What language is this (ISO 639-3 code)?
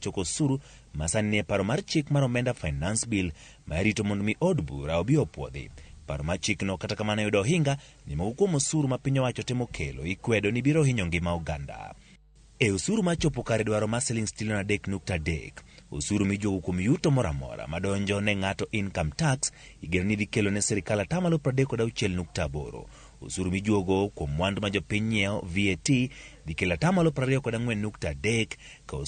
luo